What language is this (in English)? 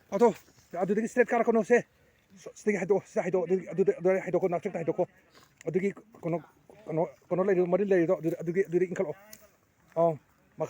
Manipuri